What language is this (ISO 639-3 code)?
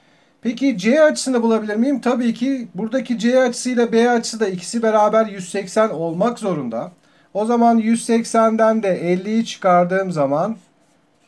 tur